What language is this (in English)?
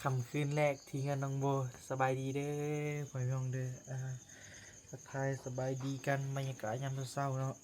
Northeastern Thai